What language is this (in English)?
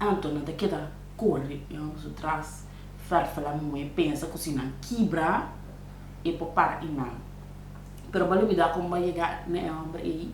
Papiamento